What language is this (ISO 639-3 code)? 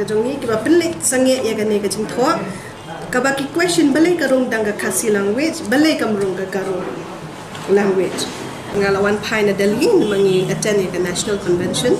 kha